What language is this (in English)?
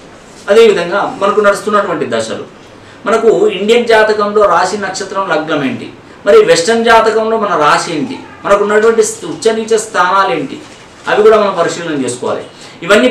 Telugu